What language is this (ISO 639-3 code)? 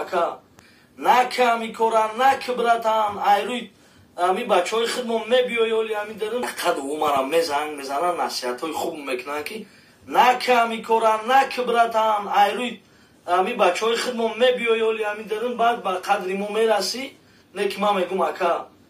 tgk